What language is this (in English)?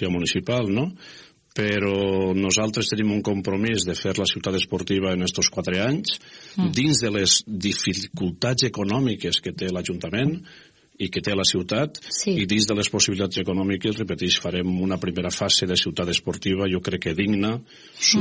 Catalan